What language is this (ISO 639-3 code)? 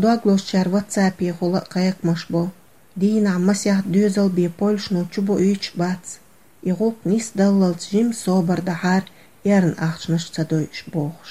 che